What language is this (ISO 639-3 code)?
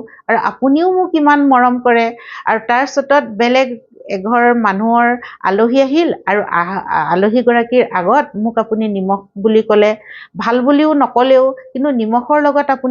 asm